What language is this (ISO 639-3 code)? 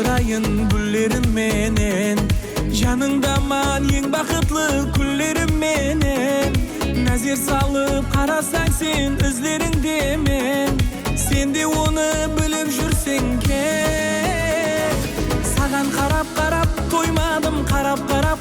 kaa